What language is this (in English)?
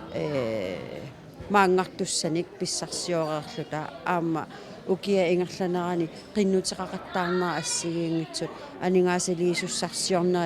Kalaallisut